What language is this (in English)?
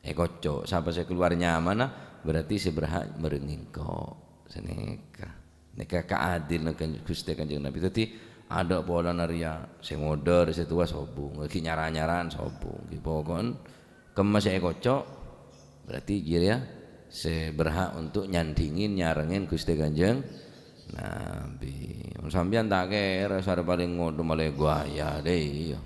Madurese